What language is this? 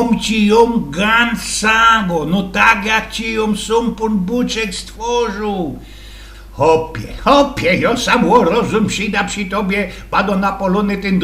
Silesian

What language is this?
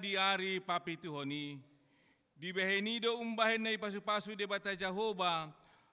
Batak Toba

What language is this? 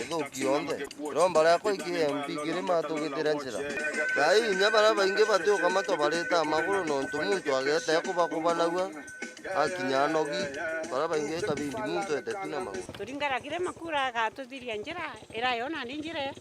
Meru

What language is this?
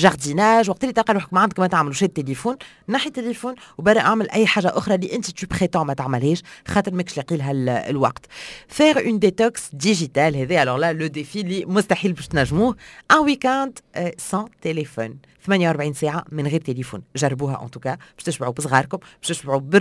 Tunisian Arabic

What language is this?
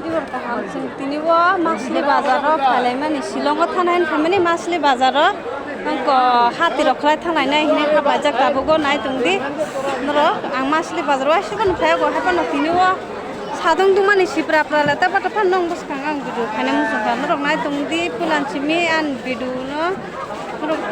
Kok Borok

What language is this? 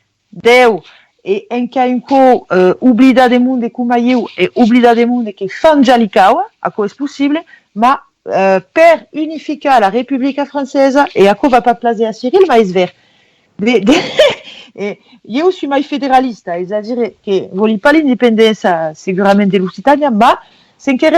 Occitan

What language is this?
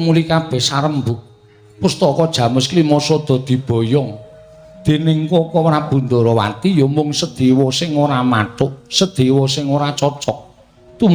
Javanese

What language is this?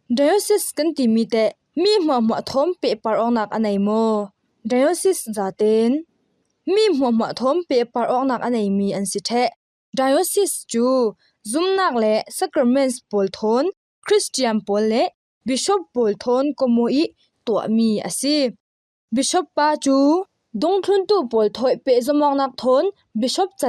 Falam Chin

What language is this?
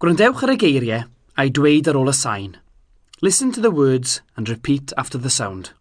Welsh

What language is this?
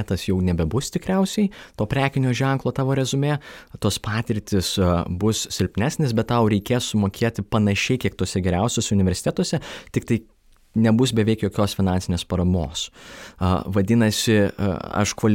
Lithuanian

